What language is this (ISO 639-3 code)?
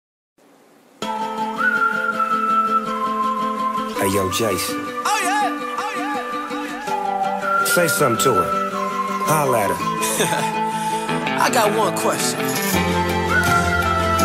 eng